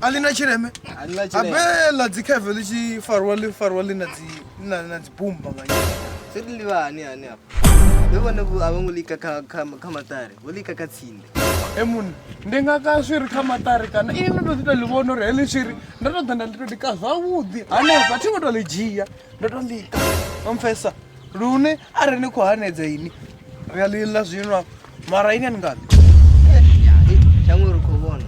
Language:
Venda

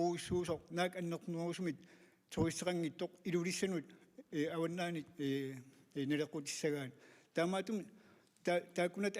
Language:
Kalaallisut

